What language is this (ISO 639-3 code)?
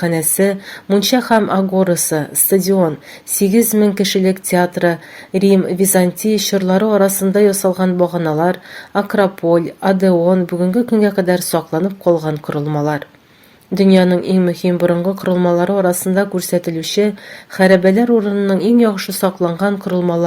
tat